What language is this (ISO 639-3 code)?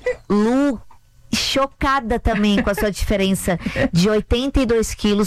por